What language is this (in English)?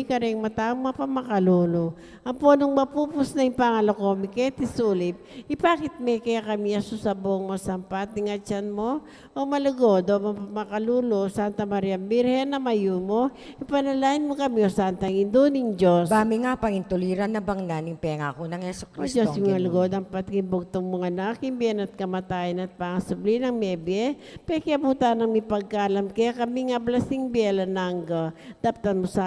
Pampanga